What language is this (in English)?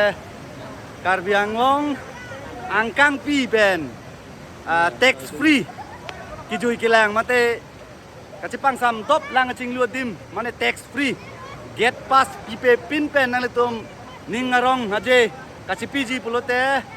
Karbi